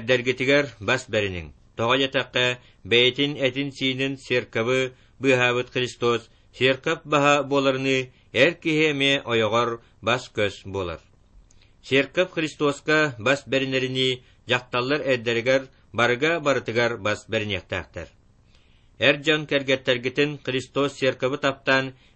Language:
Yakut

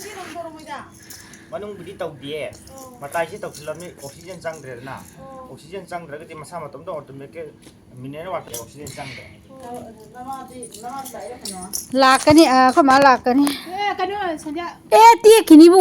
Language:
Manipuri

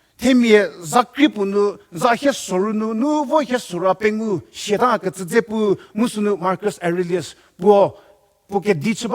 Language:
Angami Naga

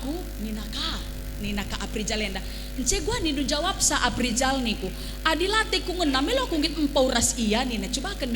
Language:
Batak Karo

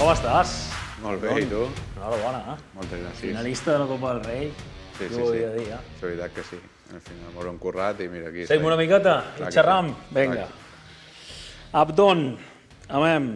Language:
Catalan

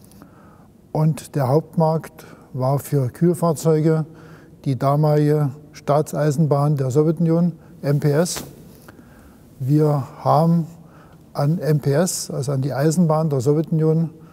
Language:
German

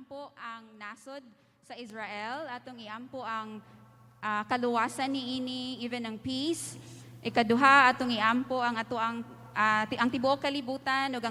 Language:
Cebuano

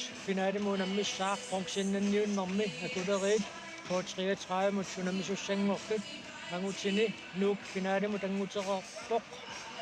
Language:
Kalaallisut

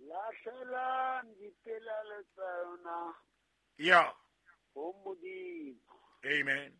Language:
Southern Sotho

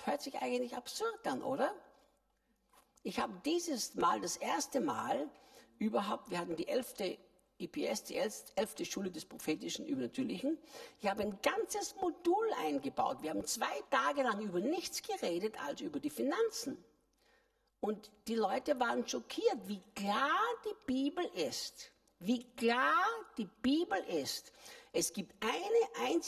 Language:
German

